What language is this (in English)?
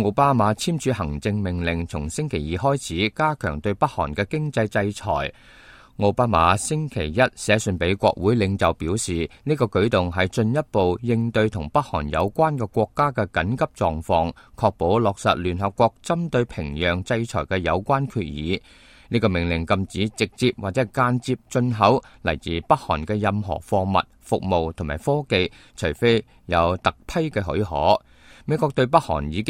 Cantonese